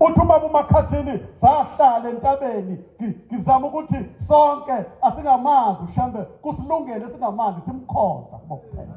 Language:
Zulu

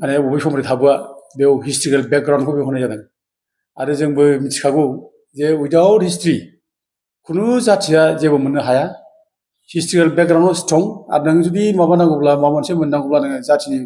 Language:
Bodo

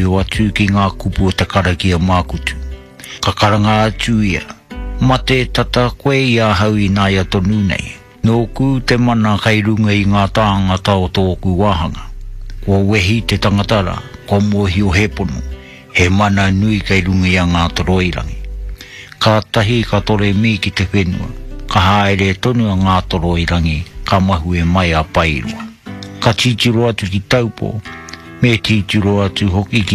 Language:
Māori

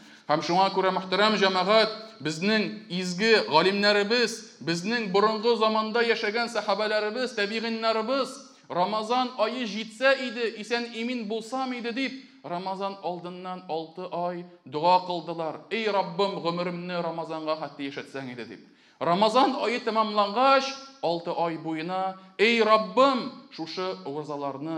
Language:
Tatar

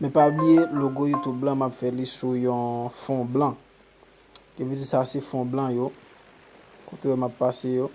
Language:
Haitian Creole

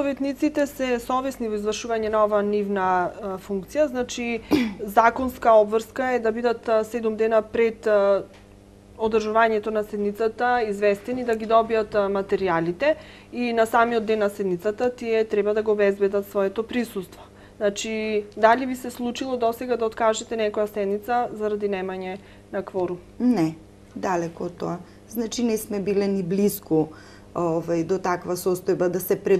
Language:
Macedonian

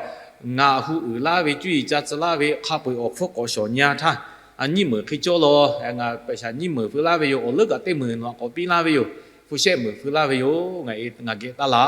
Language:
Lahu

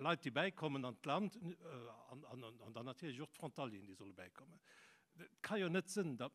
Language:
Luxembourgish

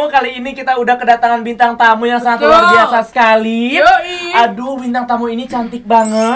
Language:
Indonesian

